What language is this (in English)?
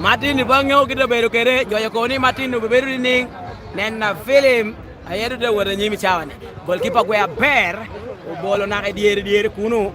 Lango (Uganda)